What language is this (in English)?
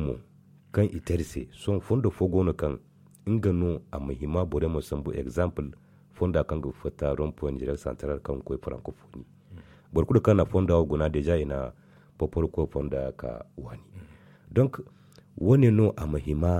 Zarma